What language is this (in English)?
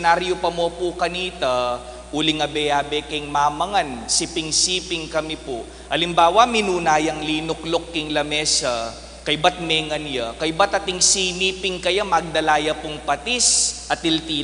Pampanga